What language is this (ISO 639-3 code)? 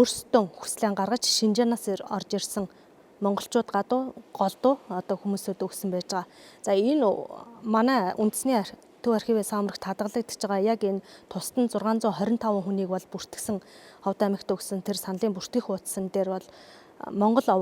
mon